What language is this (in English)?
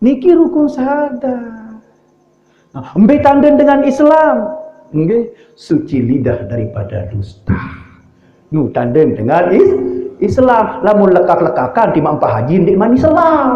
Sasak